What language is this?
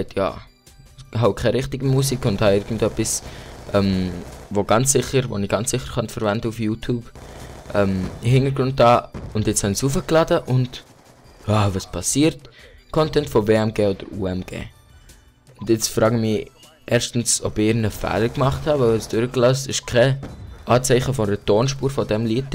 Swiss German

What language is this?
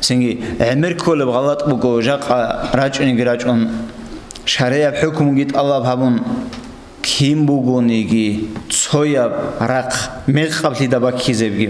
Avaric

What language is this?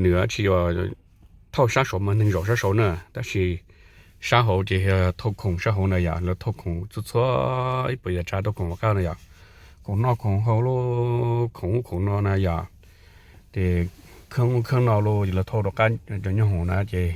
Hmong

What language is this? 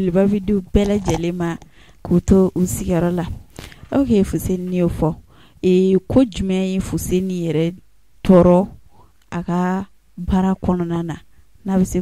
Bambara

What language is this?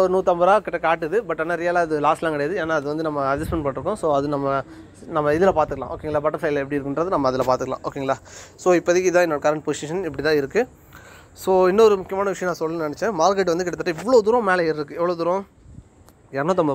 Tamil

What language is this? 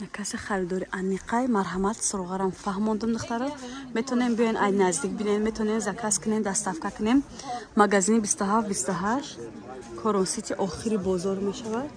Tajik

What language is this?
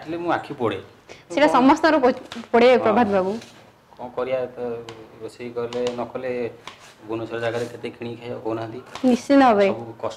Odia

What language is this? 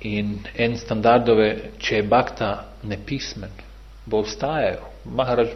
Bosnian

